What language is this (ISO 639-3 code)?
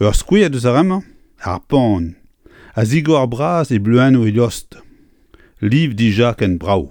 bre